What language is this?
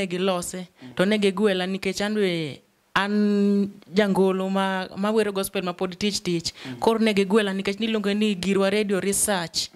Luo (Kenya and Tanzania)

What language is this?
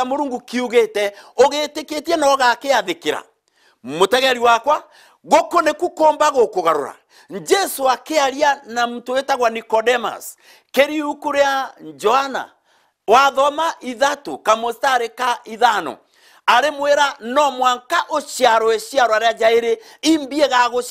Meru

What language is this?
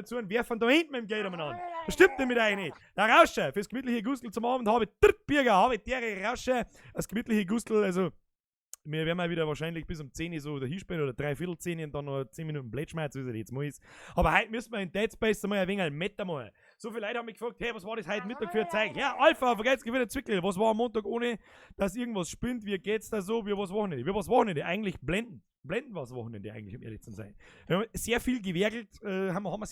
Bavarian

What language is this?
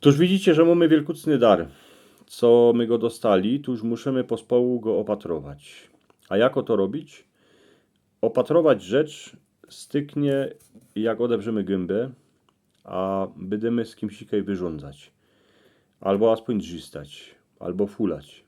Silesian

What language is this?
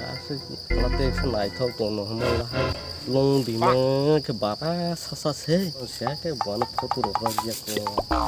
Kok Borok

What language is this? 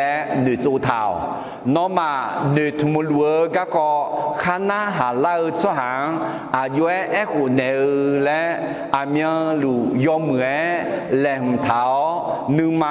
Akha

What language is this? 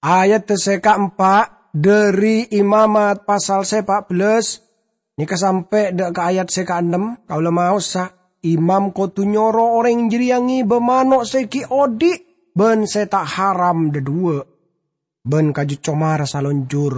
Madurese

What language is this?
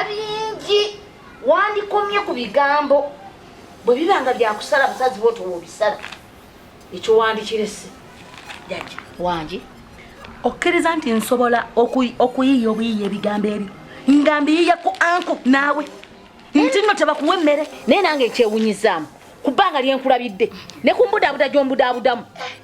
Ganda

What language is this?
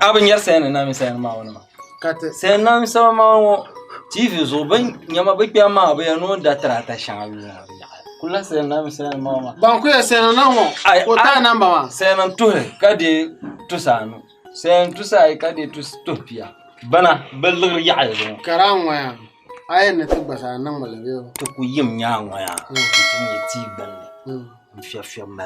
Dagbani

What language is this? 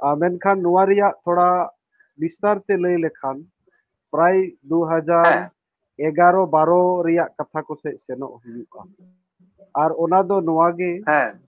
Santali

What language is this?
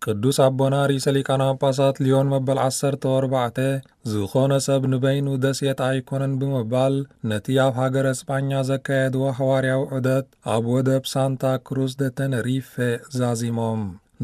Tigrinya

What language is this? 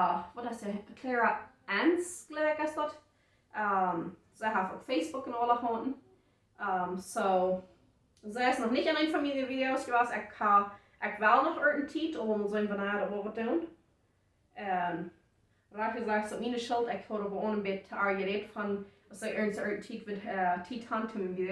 Plautdietsch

